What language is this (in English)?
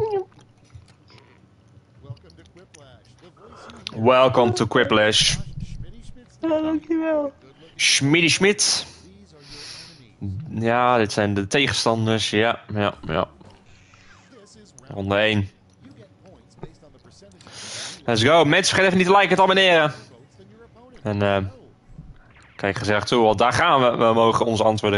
Dutch